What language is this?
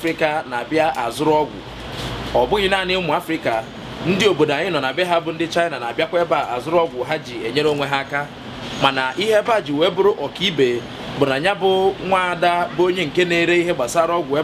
Igbo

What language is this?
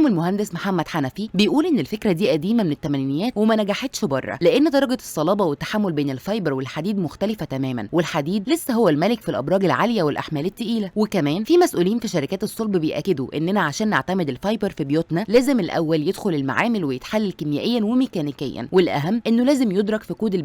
Egyptian Arabic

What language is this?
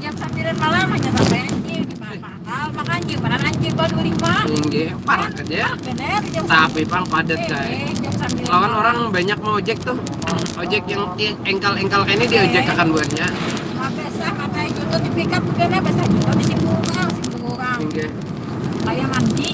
Banjar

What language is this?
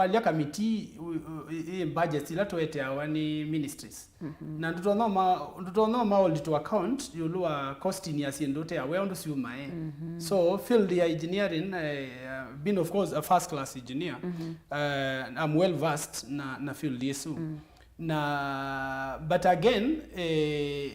Kamba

